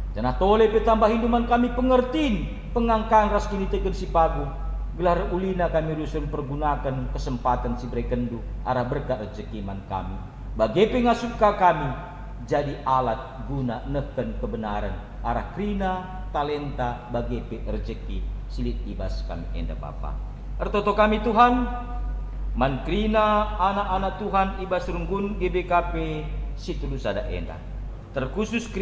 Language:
Batak Karo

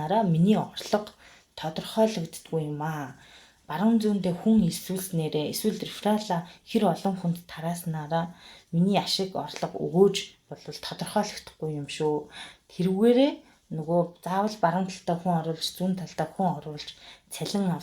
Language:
Mongolian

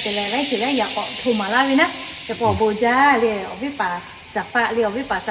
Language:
Lahu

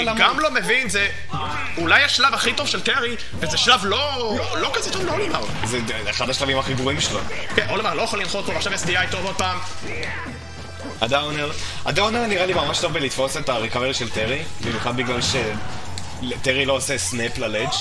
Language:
Hebrew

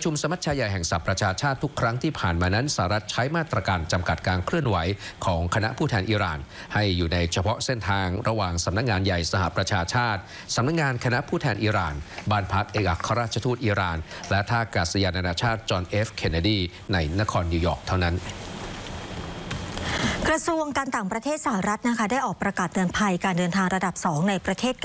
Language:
Thai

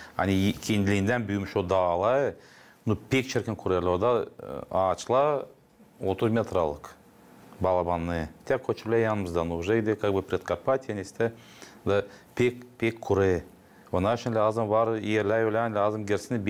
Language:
Gagauz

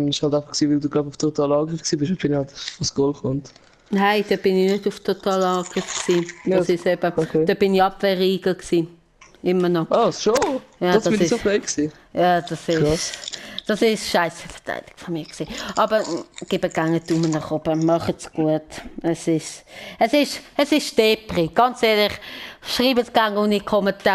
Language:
Swiss German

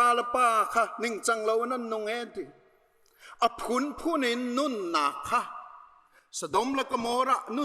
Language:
Hakha Chin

